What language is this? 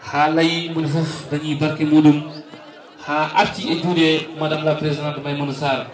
Fula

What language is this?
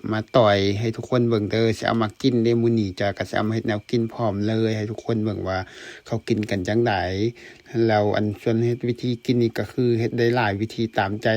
Lao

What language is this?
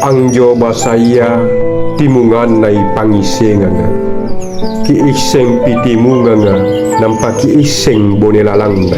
Makasar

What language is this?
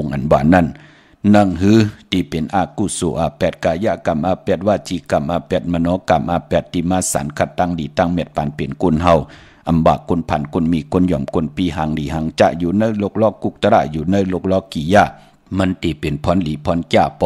Shan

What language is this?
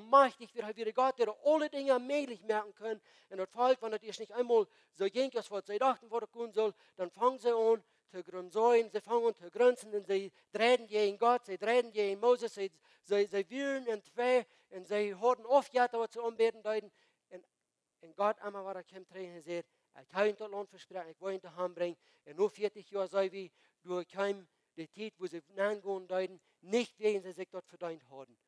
Plautdietsch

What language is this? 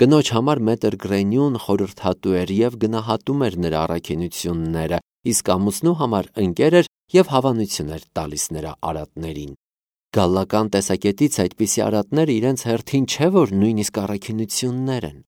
Armenian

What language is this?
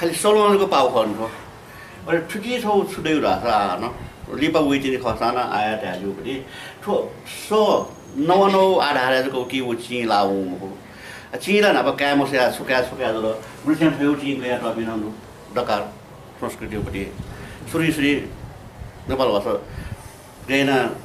Newari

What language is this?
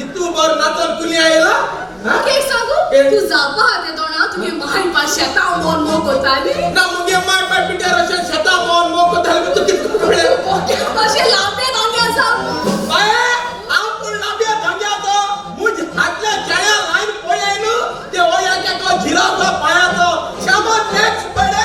Konkani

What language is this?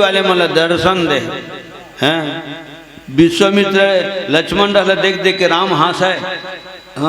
Chhattisgarhi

